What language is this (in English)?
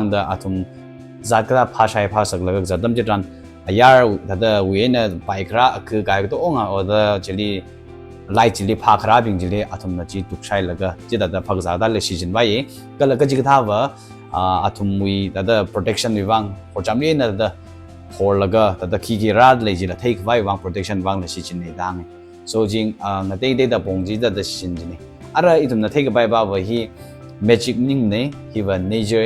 Tangkhul Naga (India)